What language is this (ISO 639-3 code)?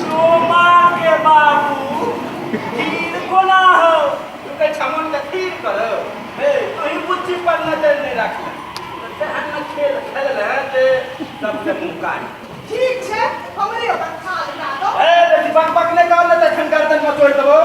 mai